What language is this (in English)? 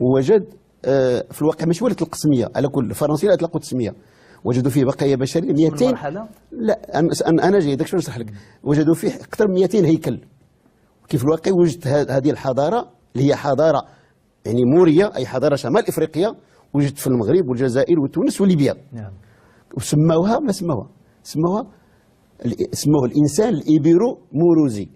Moroccan Arabic